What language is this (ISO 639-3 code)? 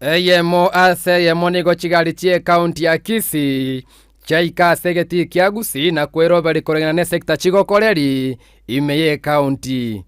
guz